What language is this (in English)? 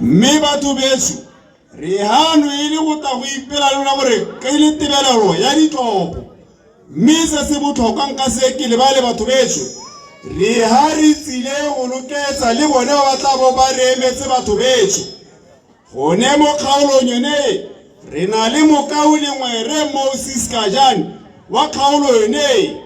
Tswana